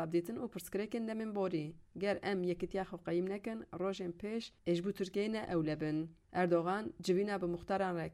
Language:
Kurdish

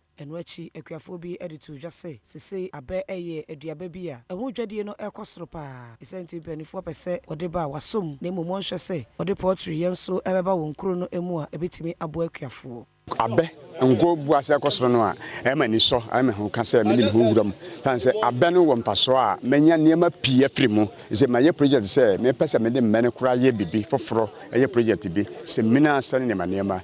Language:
Akan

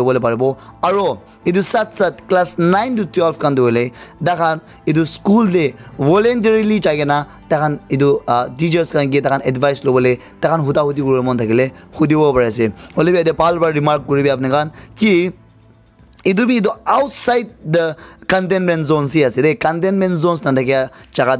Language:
Naga Pidgin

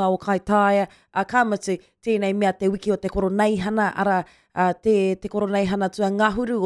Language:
Māori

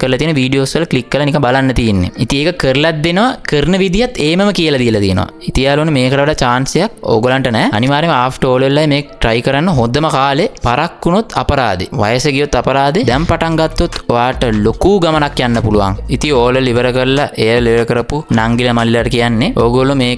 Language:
Sinhala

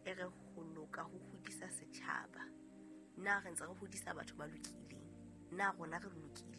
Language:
Southern Sotho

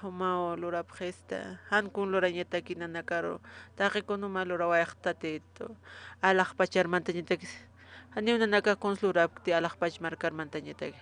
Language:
Aymara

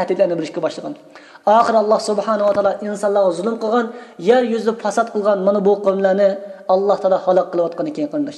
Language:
Uyghur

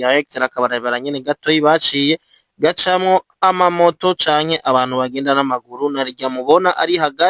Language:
Rundi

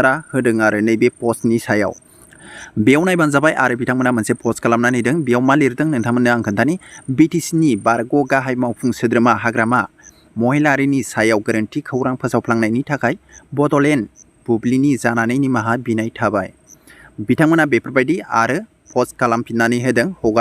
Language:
Bodo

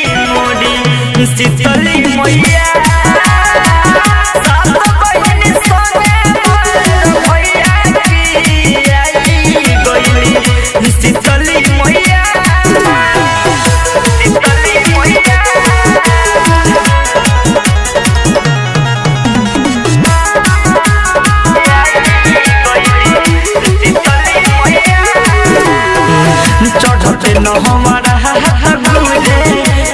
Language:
Bhojpuri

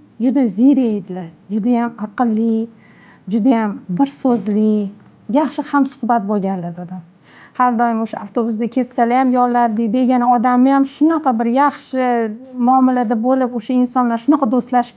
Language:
Uzbek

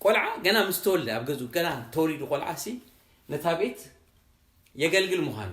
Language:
Tigrinya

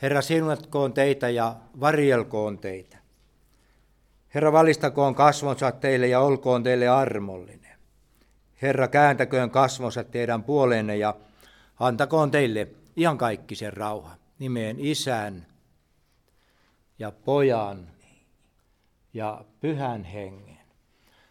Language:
Finnish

